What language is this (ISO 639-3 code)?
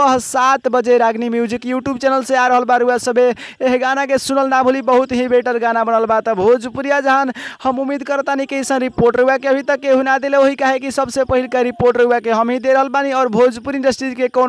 bho